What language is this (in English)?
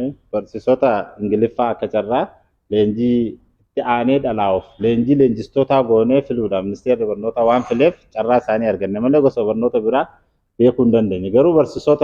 Oromo